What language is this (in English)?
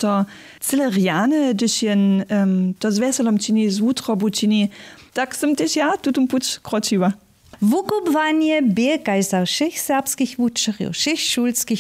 Upper Sorbian